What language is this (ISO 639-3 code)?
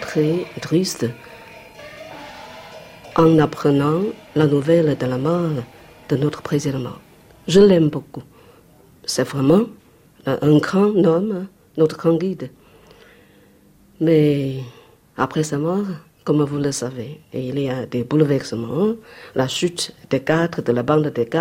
fra